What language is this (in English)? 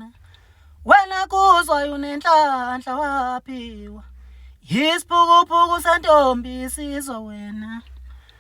Zulu